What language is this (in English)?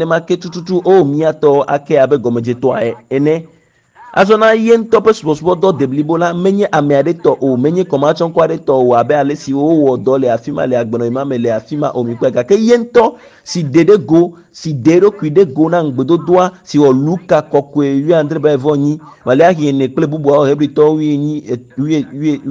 Ewe